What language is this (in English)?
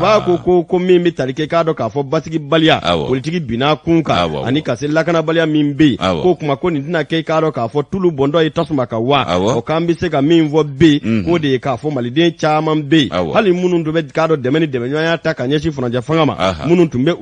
Bambara